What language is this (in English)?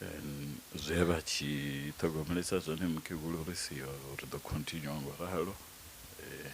Venda